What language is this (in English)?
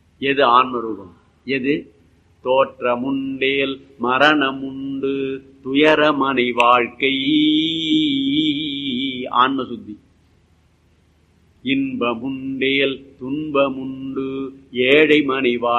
Tamil